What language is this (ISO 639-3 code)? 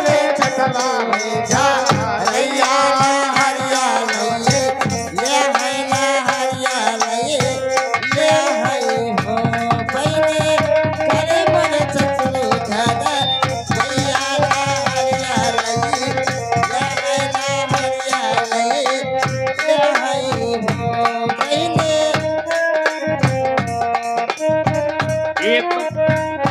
bho